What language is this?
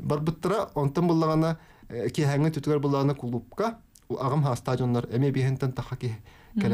Yakut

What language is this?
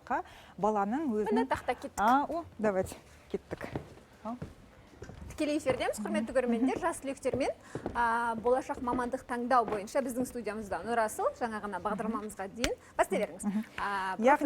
Kazakh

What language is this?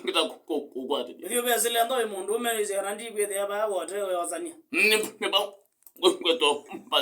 Kamba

